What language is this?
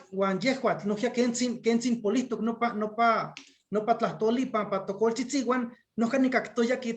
Eastern Huasteca Nahuatl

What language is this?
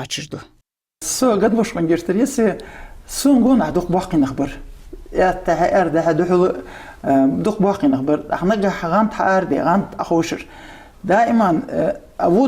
Ingush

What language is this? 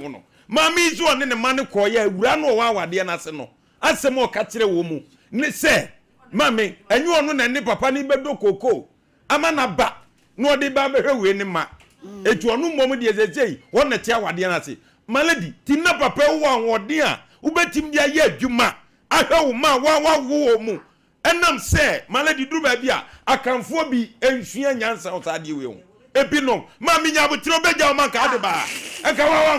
Akan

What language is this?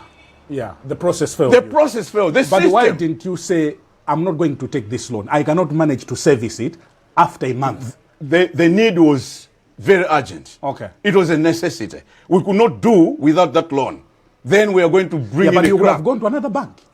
Nyanja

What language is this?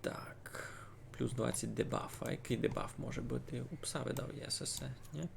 Rusyn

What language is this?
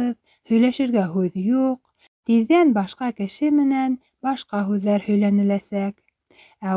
Bashkir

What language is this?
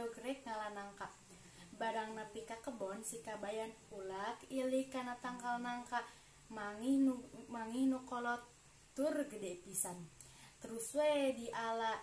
Sundanese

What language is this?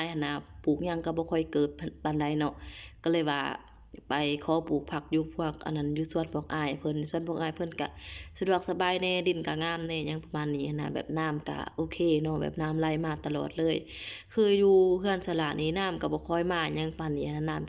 Lao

